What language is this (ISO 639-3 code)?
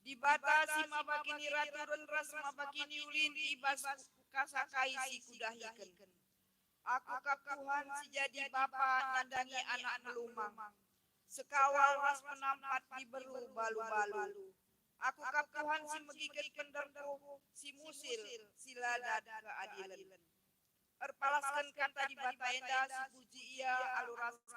btx